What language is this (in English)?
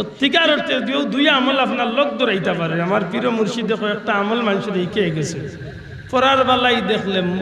Sylheti